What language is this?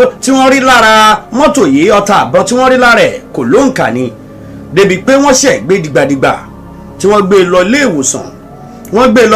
Yoruba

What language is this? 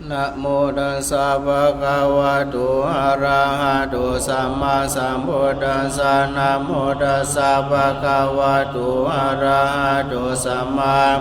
Pali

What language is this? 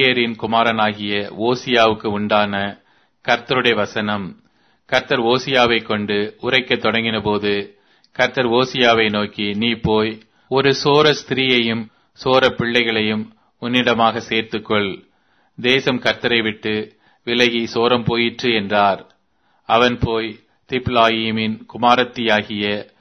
Tamil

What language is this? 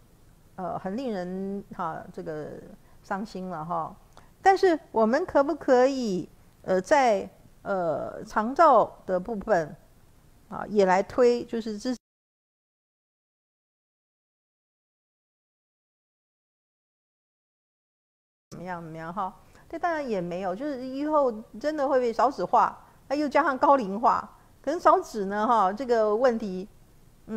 Chinese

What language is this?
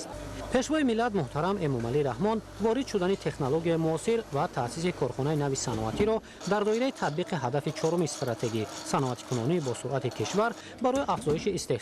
Tajik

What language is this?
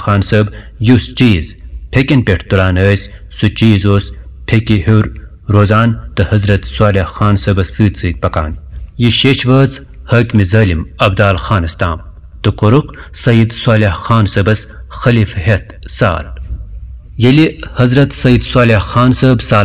Kashmiri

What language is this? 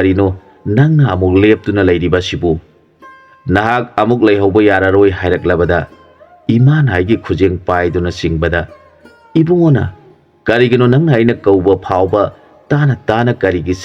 Manipuri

